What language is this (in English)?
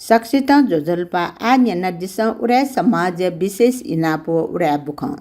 Newari